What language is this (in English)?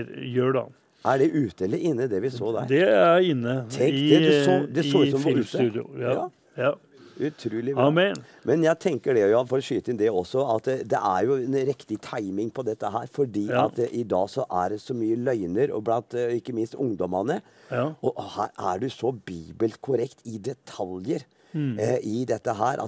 Norwegian